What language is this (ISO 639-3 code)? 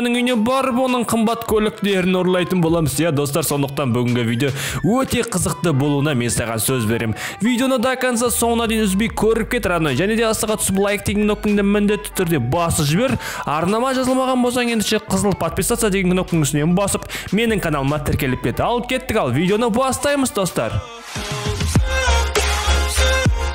kaz